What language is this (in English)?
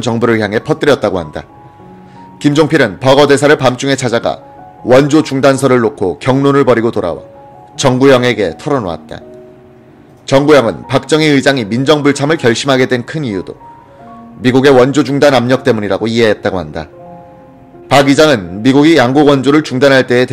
Korean